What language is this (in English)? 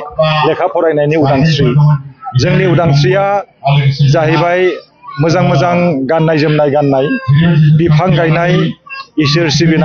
Bodo